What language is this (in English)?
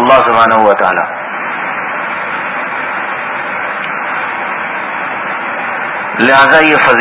Urdu